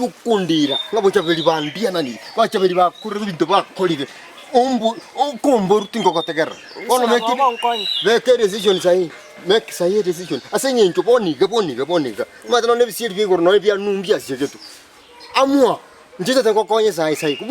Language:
Gusii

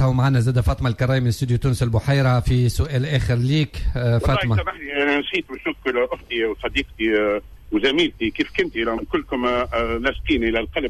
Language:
Tunisian Arabic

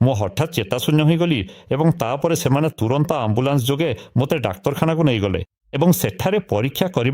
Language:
Odia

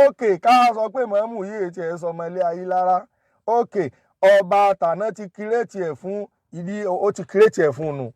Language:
Yoruba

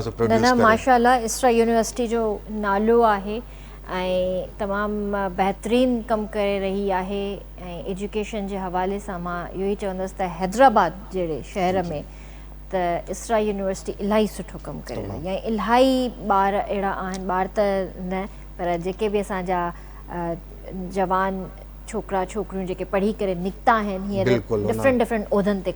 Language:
Sindhi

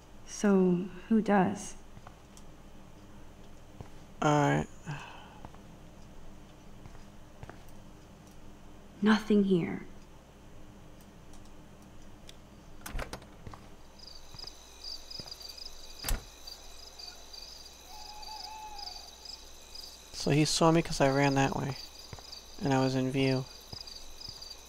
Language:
English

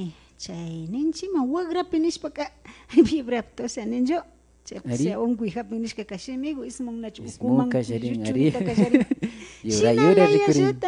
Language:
Imbabura Highland Quichua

